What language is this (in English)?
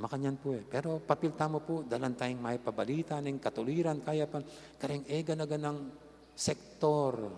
Pampanga